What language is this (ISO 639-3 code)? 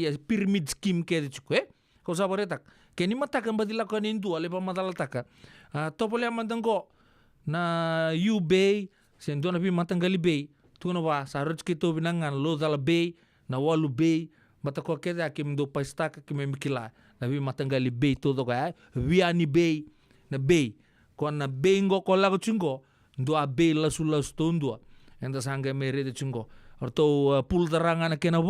fij